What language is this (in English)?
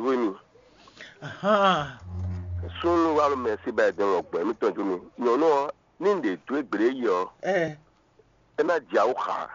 Fon